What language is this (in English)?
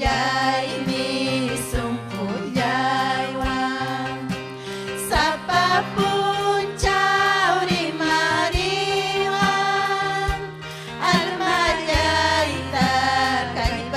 Ayacucho Quechua